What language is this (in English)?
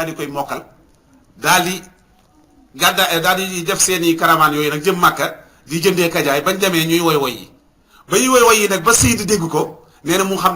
Wolof